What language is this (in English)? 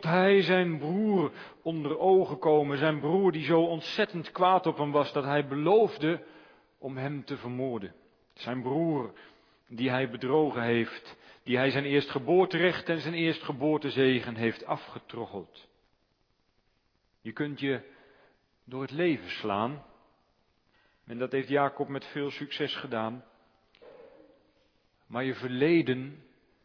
Dutch